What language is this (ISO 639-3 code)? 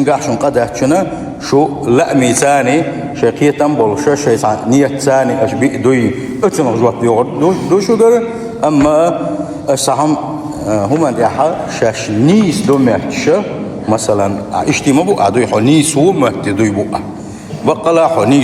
che